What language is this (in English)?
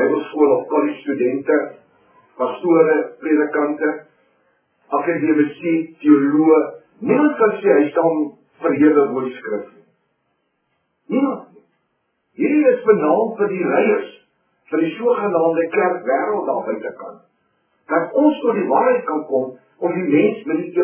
Afrikaans